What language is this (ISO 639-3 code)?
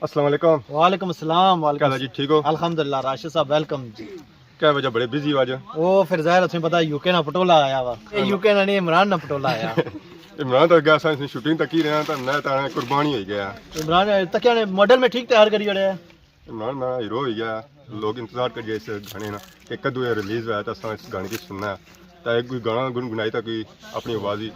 phr